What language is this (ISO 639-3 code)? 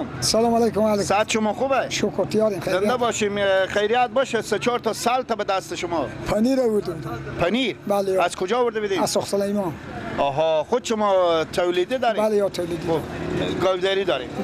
fas